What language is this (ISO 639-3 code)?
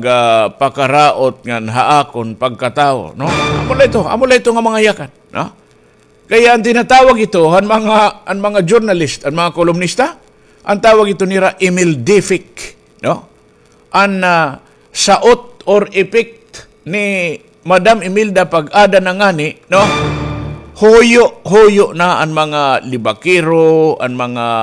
war